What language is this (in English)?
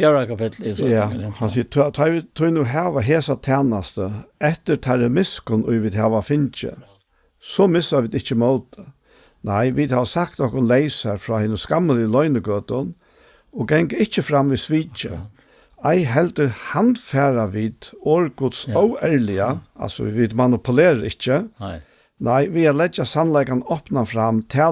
Faroese